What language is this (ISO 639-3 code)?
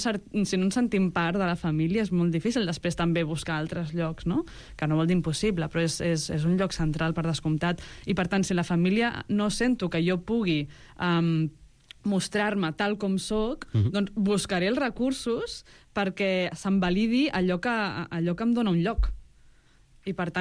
cat